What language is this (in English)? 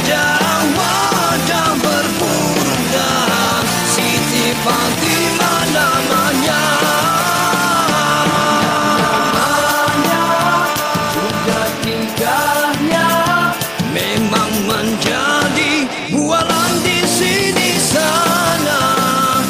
Malay